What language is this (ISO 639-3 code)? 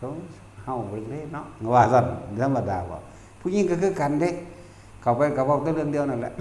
tts